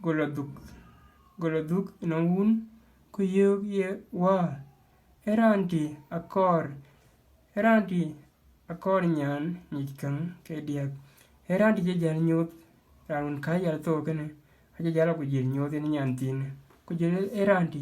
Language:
Dinka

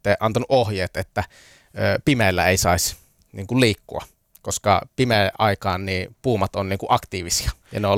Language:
Finnish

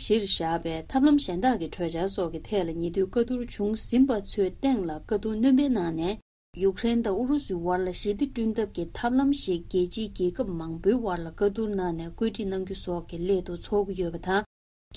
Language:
Tibetan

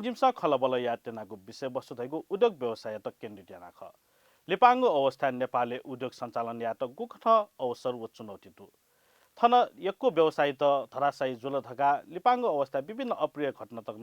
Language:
Newari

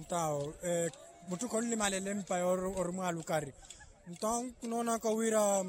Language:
Makhuwa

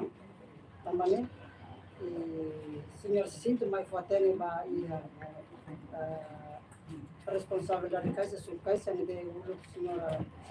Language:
Tetum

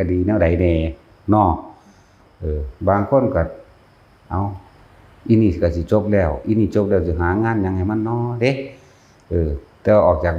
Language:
Lao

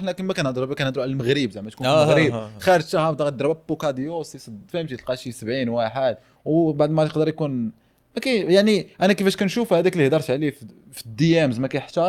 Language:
Moroccan Arabic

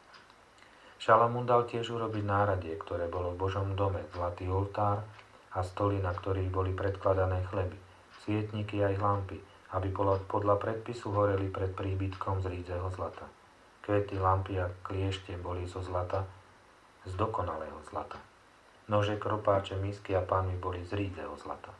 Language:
Slovak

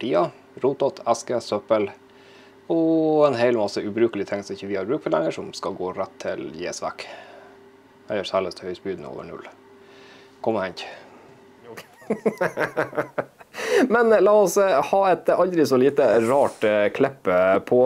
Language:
Norwegian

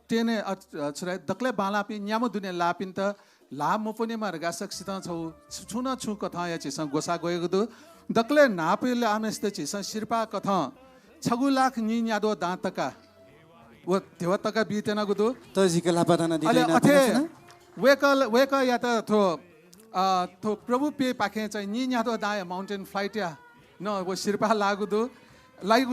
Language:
Newari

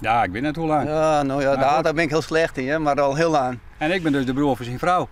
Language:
Western Frisian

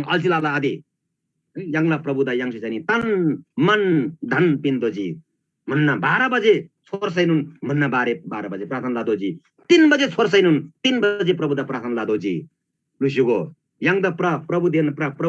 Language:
Eastern Tamang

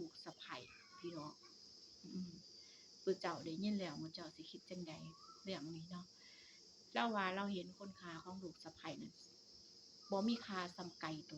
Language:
Northeastern Thai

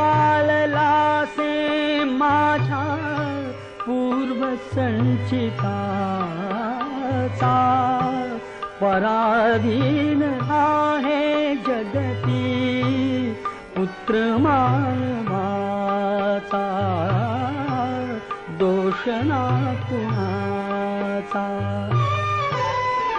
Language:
Marathi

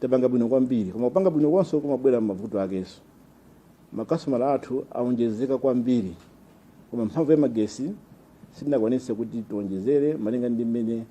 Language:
Nyanja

